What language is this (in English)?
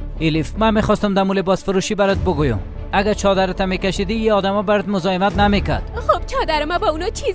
Persian